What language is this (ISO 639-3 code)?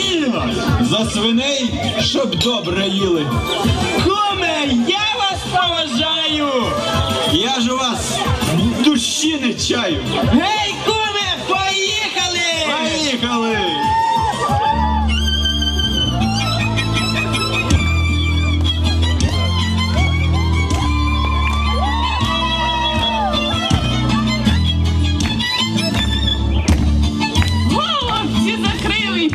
ukr